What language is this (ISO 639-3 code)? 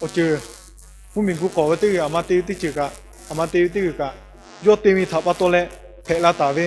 lhu